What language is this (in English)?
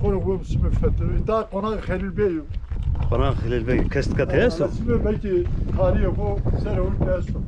Zaza